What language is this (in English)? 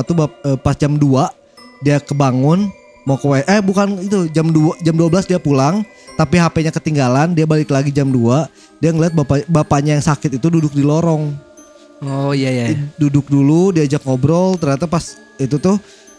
Indonesian